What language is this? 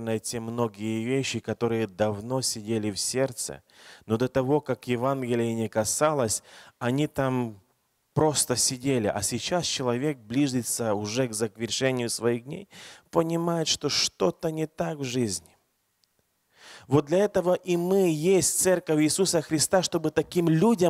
Russian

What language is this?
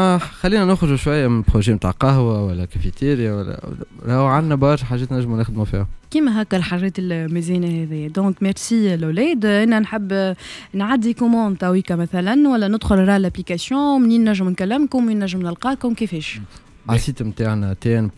Tunisian Arabic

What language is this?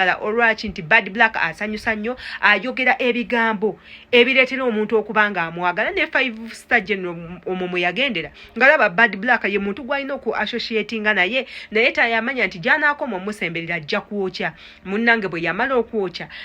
Ganda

